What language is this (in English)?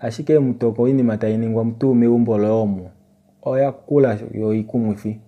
Kuanyama